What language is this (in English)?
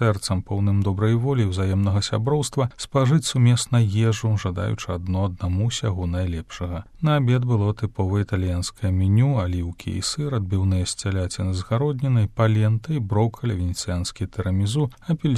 Belarusian